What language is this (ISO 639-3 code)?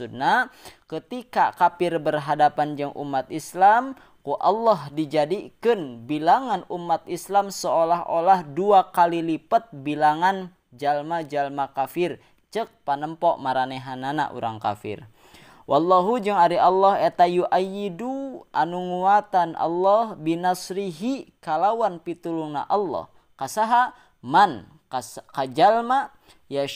sun